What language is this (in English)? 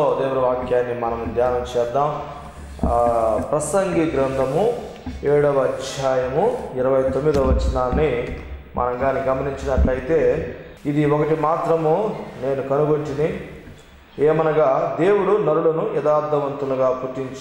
Telugu